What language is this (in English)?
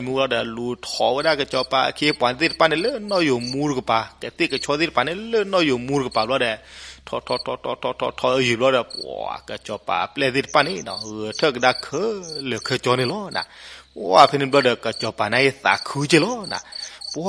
S'gaw Karen